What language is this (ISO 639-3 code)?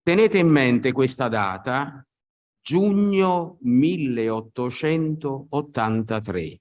ita